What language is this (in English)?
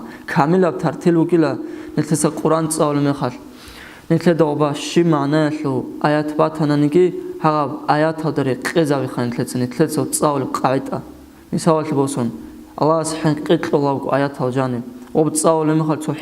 Avaric